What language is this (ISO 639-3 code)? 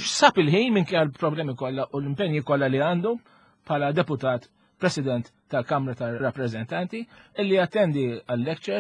mlt